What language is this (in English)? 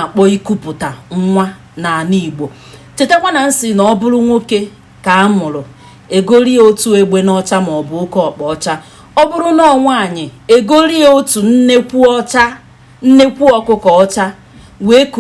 Igbo